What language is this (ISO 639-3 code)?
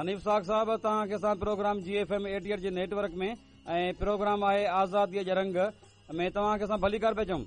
snd